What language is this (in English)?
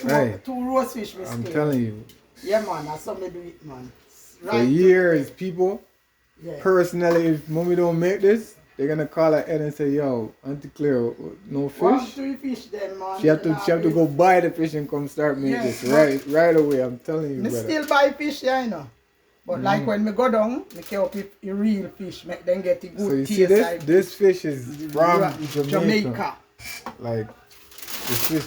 Jamaican Creole English